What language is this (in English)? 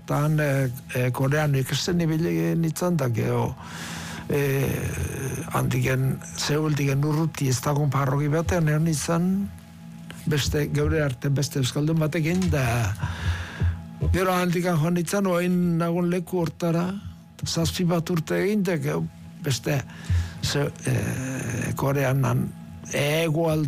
Basque